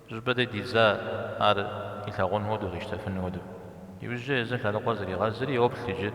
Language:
Kabardian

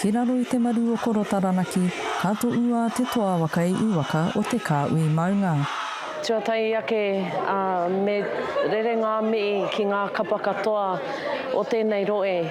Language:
Māori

